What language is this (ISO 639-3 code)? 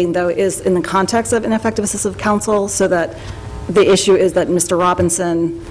eng